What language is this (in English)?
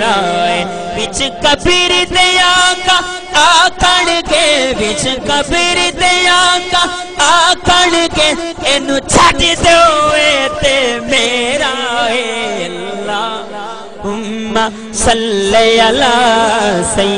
Saraiki